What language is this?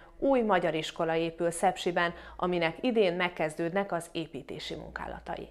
Hungarian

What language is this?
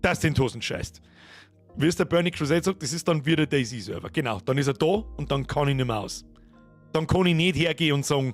Bavarian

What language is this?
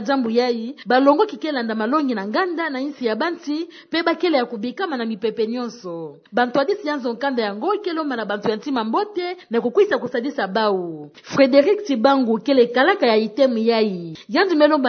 Kituba (Democratic Republic of Congo)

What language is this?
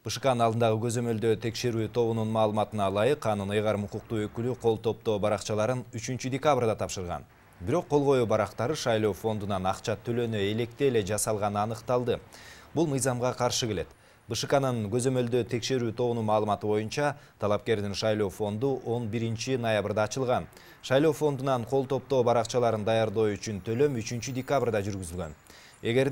Kyrgyz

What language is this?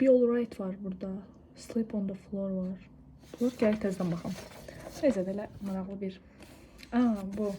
Azerbaijani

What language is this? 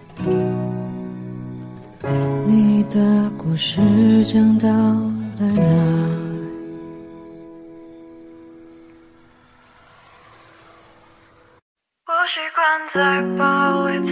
Chinese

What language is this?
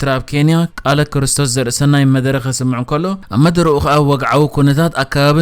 Tigrinya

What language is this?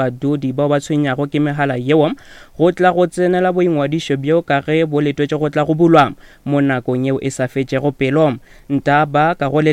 Northern Sotho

